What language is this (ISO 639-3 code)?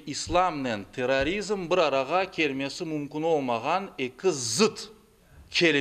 crh